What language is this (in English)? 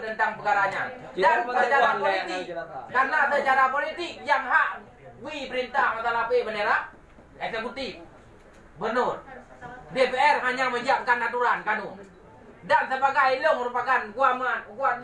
Achinese